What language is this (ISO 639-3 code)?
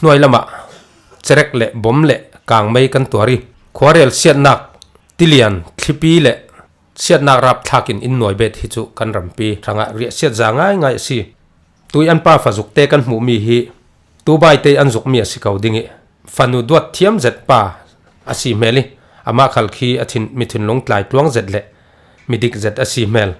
cfm